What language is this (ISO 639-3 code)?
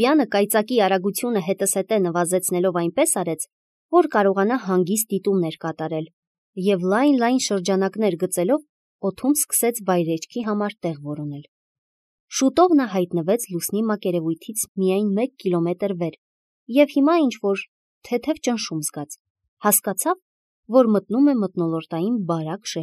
hye